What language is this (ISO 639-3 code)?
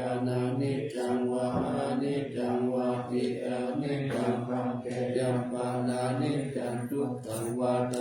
pli